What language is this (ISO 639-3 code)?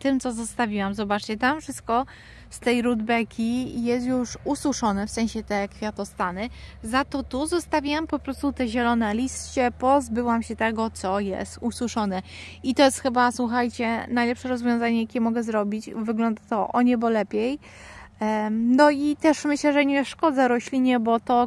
pol